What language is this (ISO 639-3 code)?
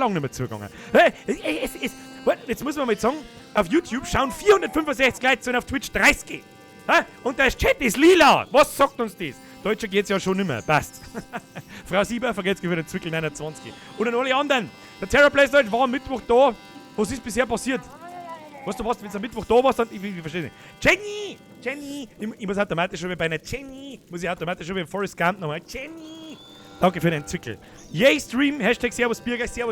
bar